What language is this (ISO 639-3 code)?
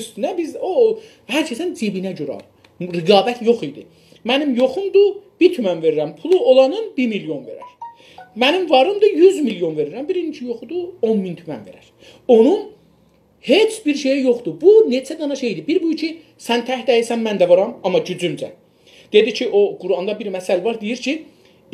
azb